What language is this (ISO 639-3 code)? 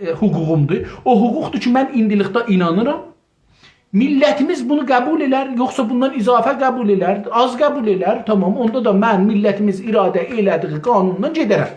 azb